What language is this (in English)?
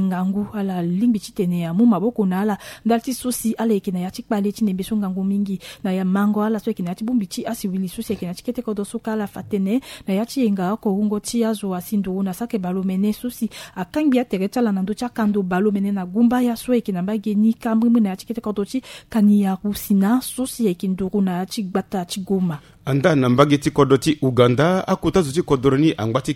Sango